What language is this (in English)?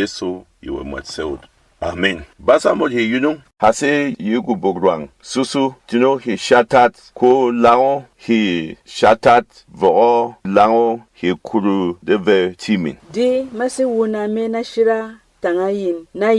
Berom